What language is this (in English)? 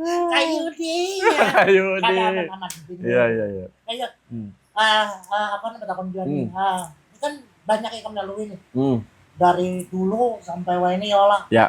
Banjar